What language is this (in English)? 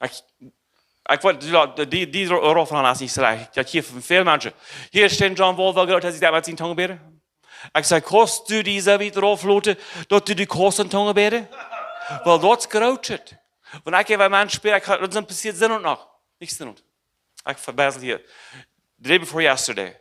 Plautdietsch